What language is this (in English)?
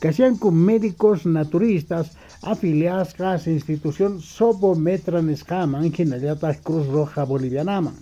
South Bolivian Quechua